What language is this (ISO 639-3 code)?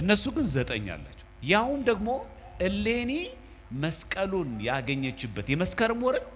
amh